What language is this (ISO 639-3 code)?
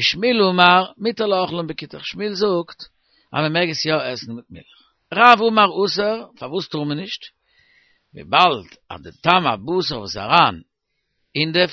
yid